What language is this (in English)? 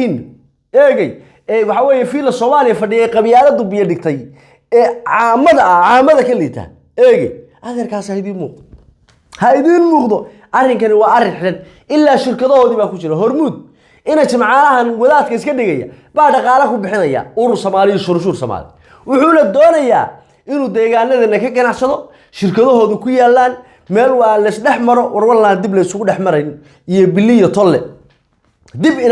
Somali